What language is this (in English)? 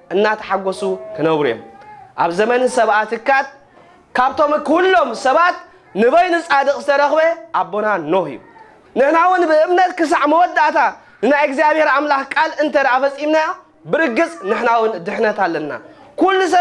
Tigrinya